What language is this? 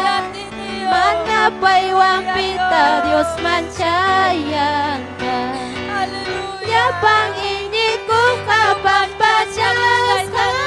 Ayacucho Quechua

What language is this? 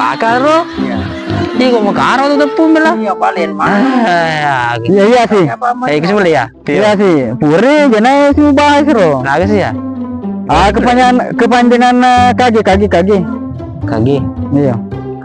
Buginese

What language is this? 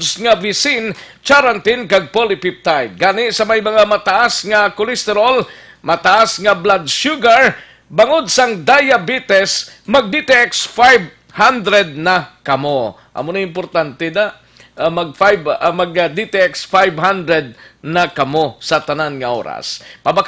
Hiligaynon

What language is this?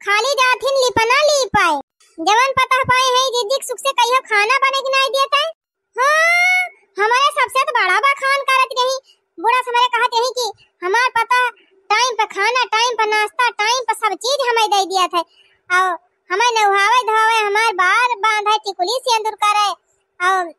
Awadhi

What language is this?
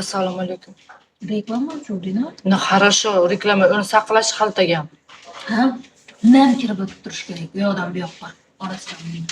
Uzbek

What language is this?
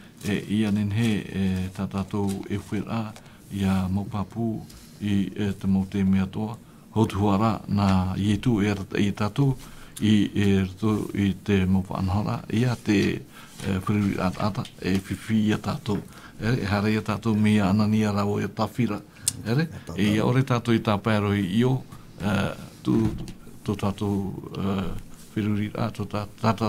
Tahitian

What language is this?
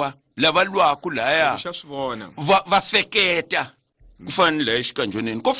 Tsonga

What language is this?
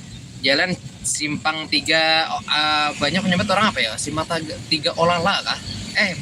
Banjar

